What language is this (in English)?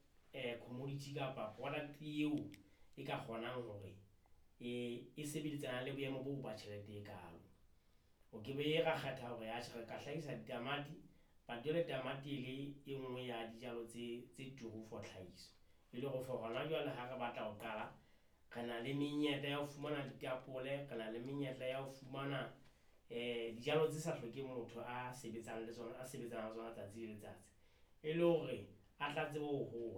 Southern Sotho